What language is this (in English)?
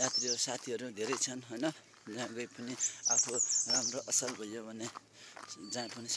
Nepali